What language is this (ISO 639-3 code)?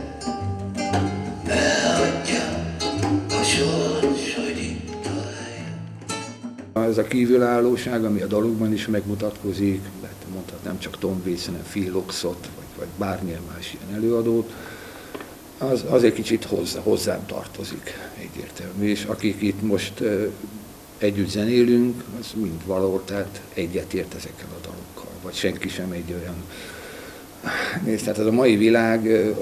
hun